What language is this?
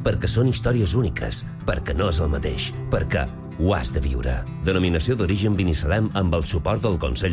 Catalan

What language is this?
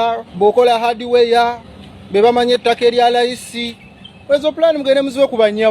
Ganda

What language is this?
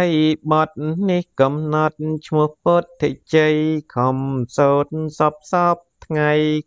Khmer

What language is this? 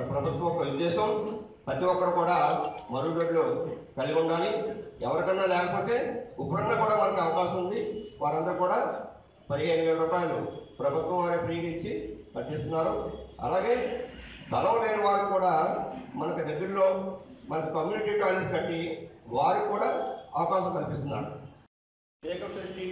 Telugu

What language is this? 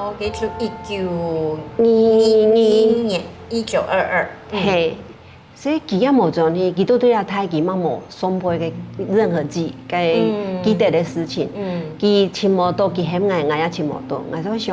Hakka Chinese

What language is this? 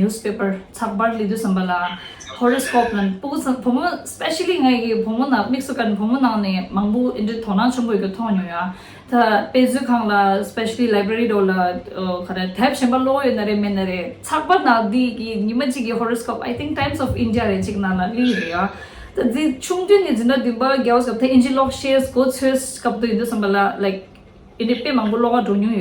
Tibetan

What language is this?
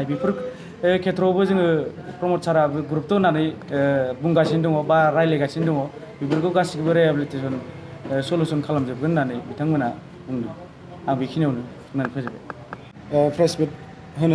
Bodo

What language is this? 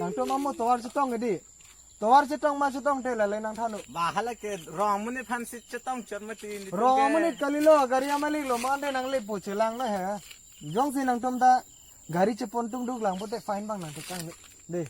Karbi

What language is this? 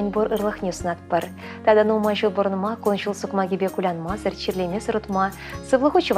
Chuvash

